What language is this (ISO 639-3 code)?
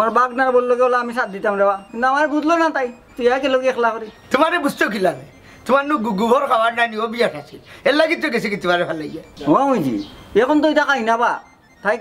syl